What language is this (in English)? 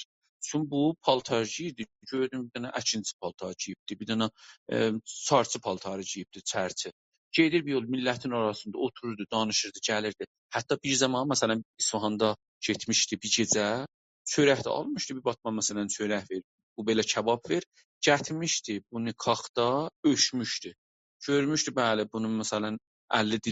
South Azerbaijani